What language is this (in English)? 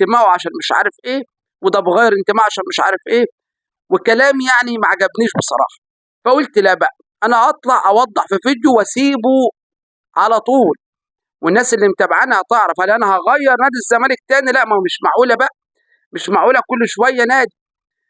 Egyptian Arabic